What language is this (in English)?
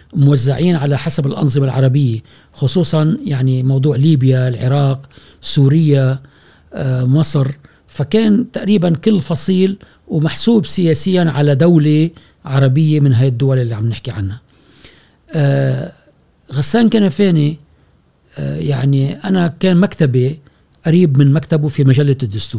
Gulf Arabic